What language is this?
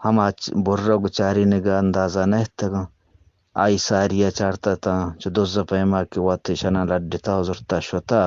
Eastern Balochi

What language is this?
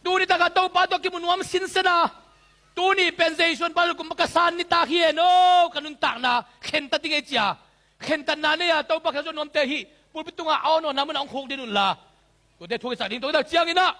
Tedim Chin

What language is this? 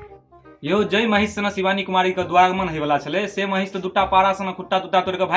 Maithili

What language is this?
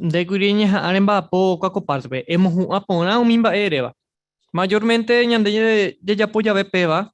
Guarani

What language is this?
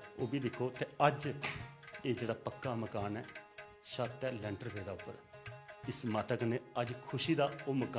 Dogri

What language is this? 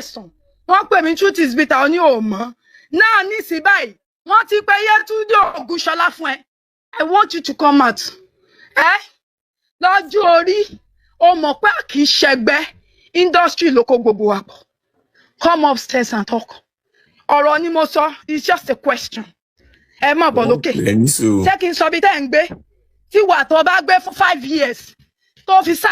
Yoruba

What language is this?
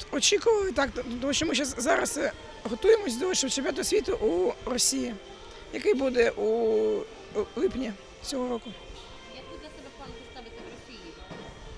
Ukrainian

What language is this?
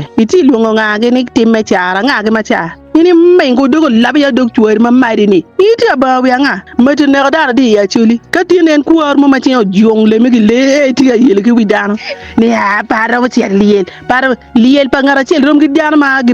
Acoli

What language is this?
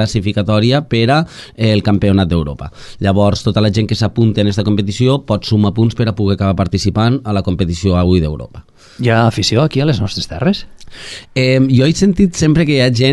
Catalan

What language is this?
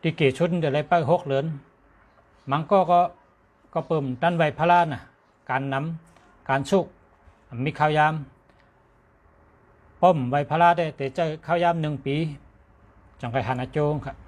Shan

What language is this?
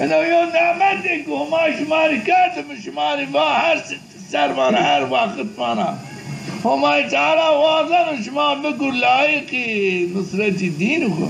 Zaza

